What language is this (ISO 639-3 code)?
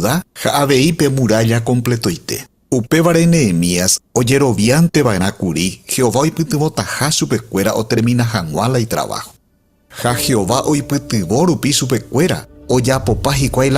grn